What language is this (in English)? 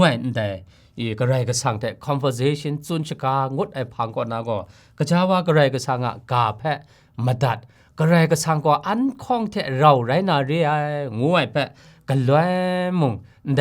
Kachin